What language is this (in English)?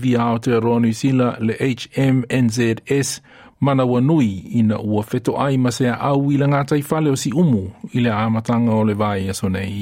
Samoan